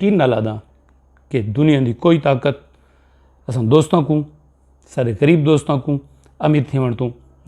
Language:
Saraiki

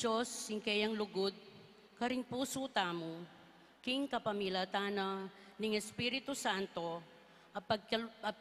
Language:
Pampanga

